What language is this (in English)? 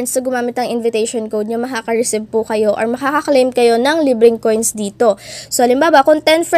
Filipino